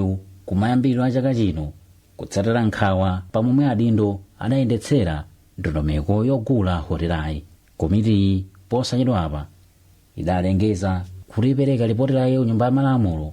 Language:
Nyanja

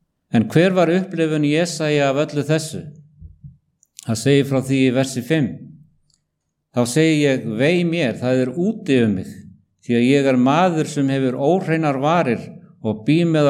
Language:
Icelandic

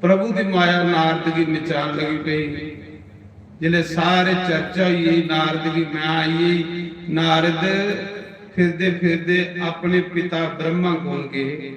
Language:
Dogri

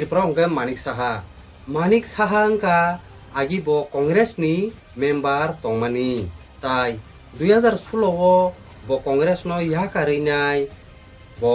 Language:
Kok Borok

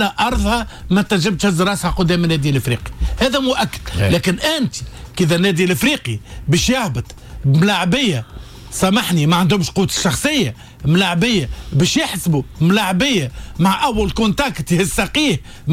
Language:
Tunisian Arabic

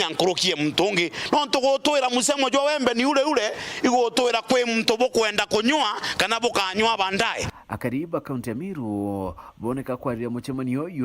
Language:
Meru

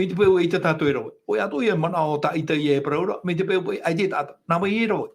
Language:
Tahitian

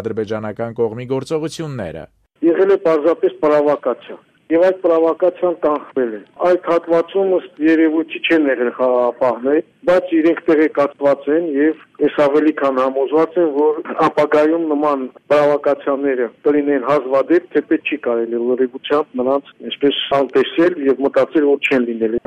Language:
Armenian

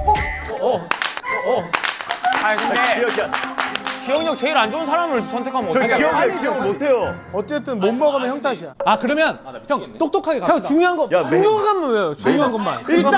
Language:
Korean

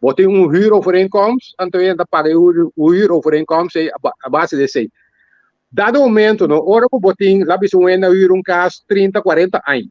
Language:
Papiamento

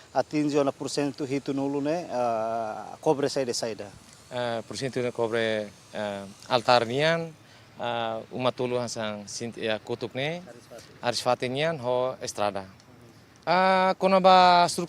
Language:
Tetum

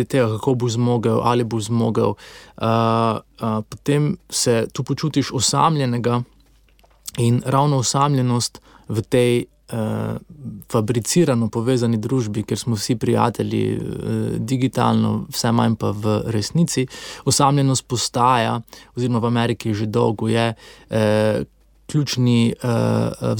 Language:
Slovenian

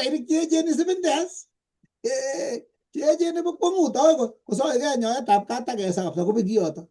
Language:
Kalenjin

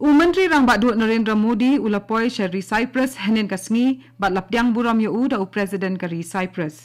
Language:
Khasi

